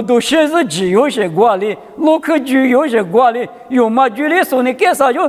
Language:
Lisu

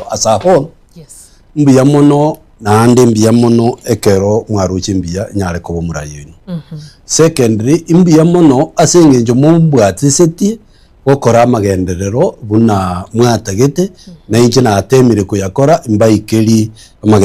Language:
Gusii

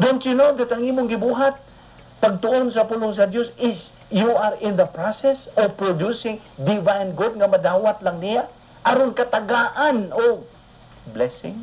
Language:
Cebuano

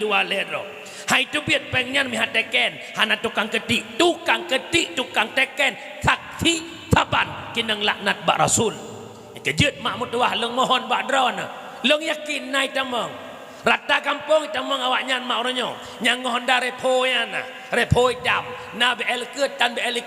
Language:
Achinese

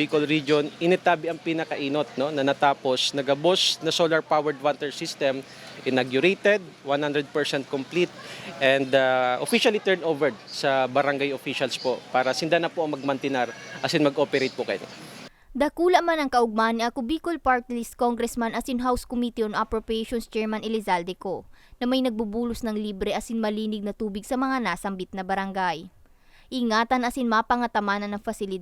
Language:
Bikol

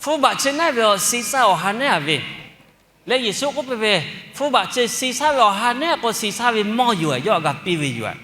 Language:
Lahu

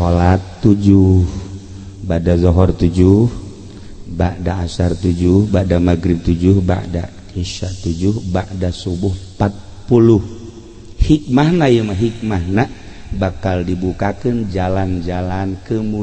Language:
Sundanese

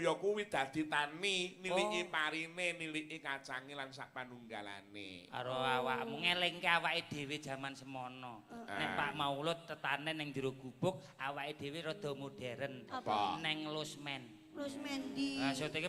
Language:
Javanese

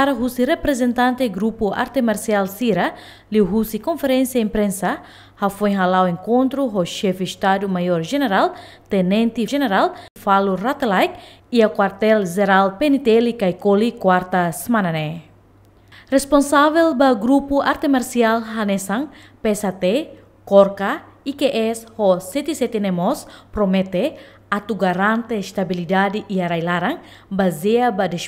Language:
Tetum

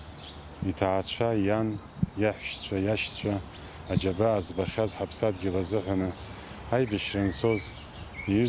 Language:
Abkhazian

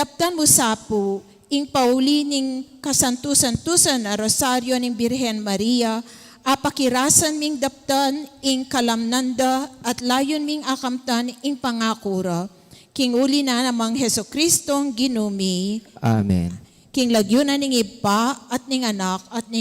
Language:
Pampanga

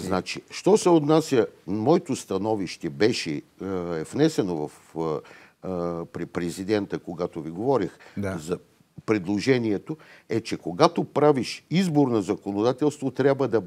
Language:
Bulgarian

